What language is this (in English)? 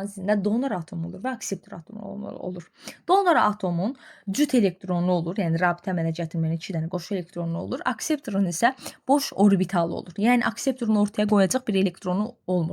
Azerbaijani